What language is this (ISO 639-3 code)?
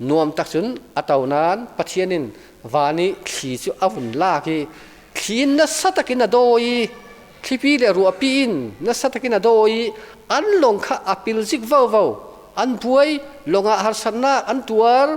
cfm